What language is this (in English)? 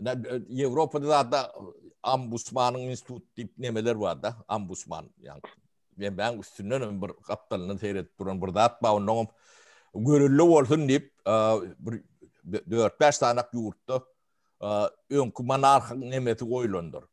Turkmen